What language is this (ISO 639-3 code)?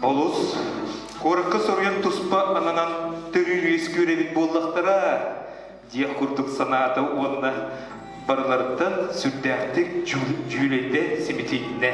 sah